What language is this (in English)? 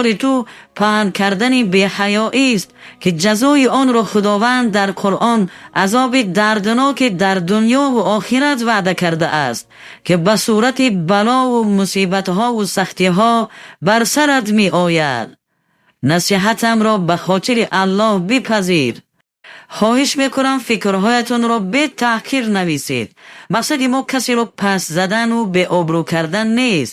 Tajik